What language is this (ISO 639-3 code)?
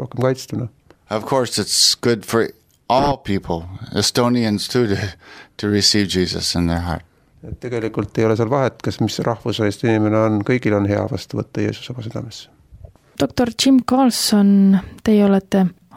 est